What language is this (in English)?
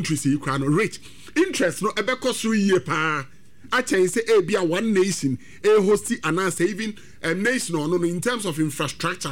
Akan